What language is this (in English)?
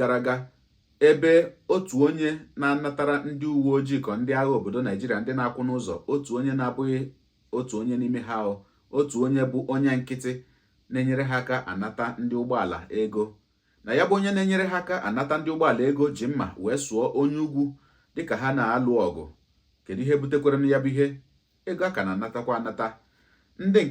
Igbo